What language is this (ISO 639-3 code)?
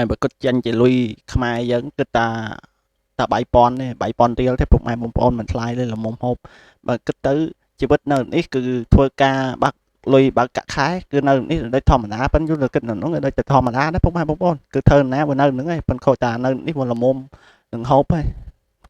khm